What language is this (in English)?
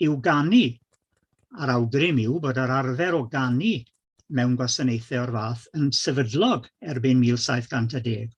Welsh